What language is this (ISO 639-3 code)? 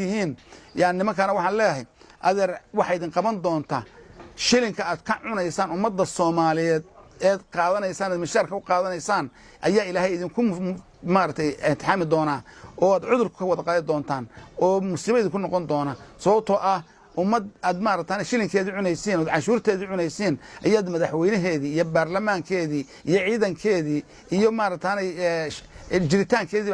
som